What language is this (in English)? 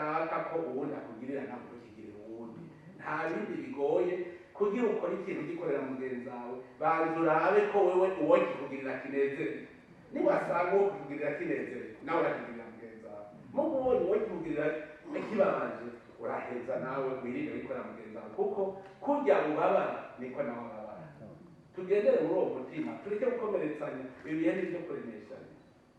Rundi